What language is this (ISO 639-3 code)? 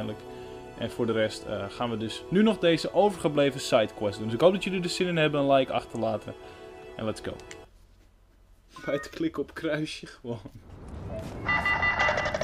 nld